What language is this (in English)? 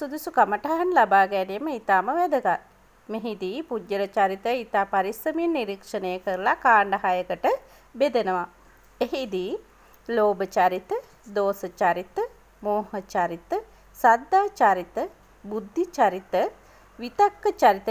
Sinhala